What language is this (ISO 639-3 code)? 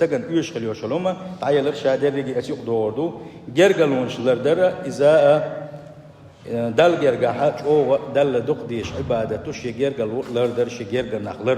che